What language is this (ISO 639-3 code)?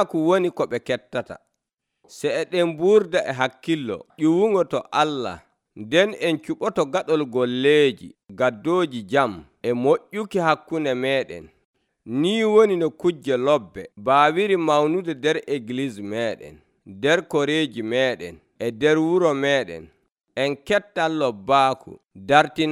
fuv